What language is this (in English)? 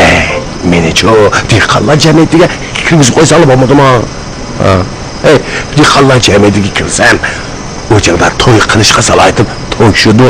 Uyghur